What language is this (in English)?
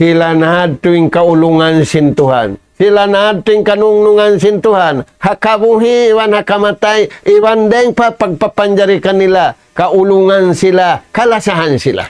Tausug